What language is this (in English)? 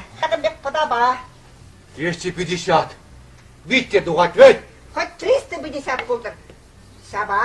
Chuvash